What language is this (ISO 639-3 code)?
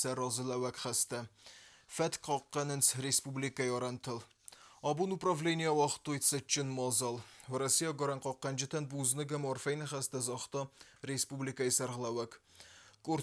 oss